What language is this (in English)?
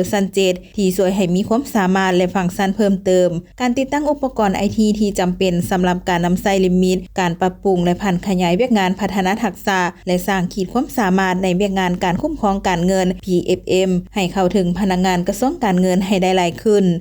Lao